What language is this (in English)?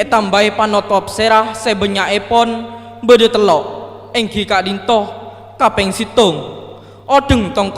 Madurese